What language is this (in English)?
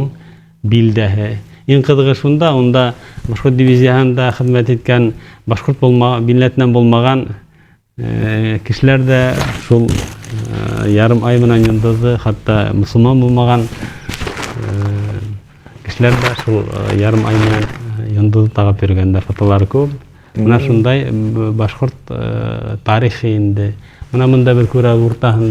Bashkir